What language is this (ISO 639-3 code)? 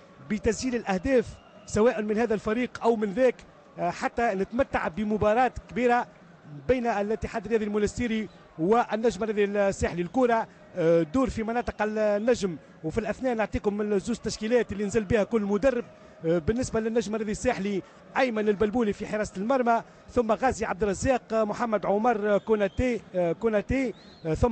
aeb